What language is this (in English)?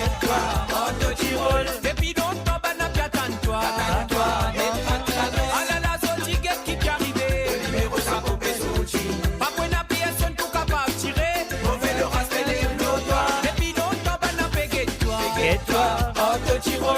Morisyen